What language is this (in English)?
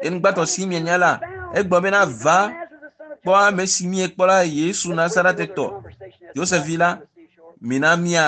Ewe